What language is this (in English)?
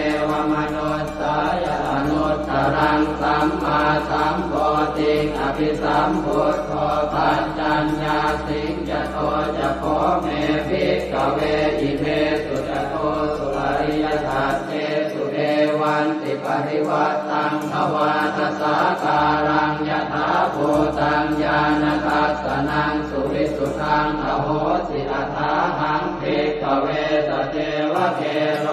Pali